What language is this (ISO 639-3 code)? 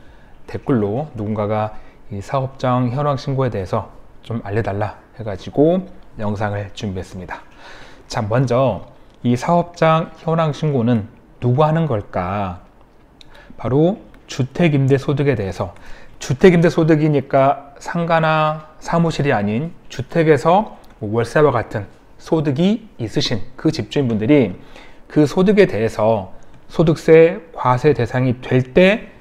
kor